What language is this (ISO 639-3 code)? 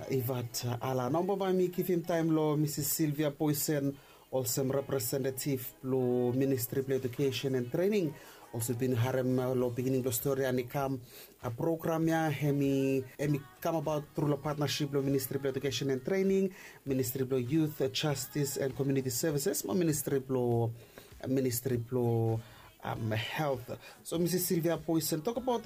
bis